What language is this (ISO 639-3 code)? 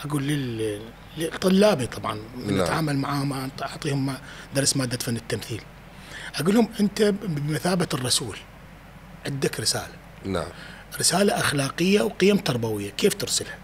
acm